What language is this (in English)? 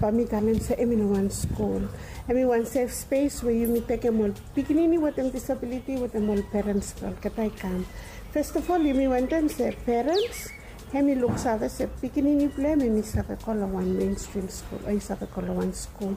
Bislama